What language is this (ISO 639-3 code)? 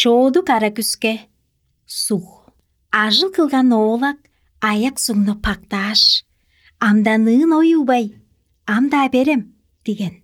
tyv